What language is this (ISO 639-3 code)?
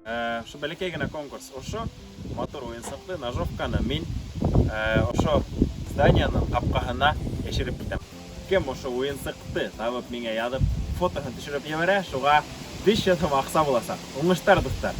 bak